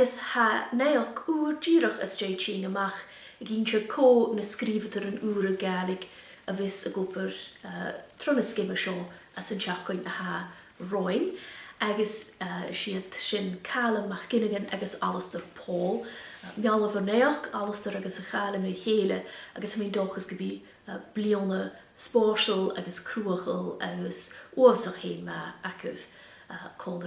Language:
Scottish Gaelic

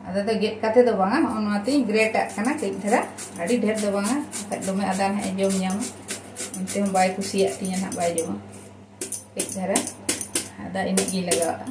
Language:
Santali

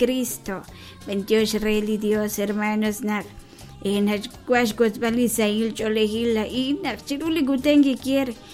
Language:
Kekchí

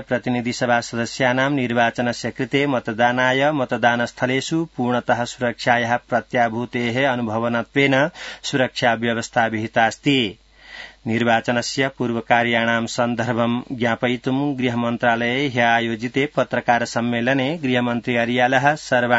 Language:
Sanskrit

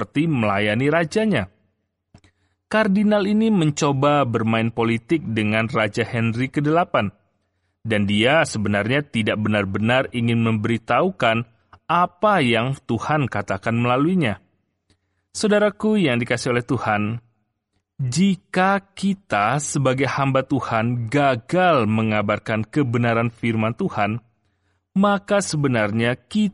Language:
Indonesian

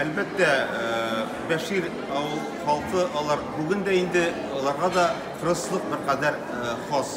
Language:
Bashkir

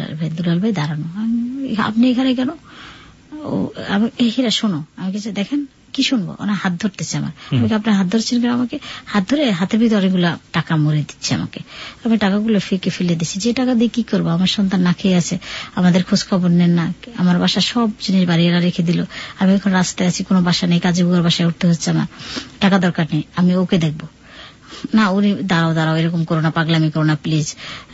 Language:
Bangla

